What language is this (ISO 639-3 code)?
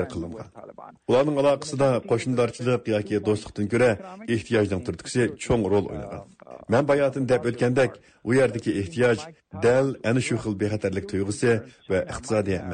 uig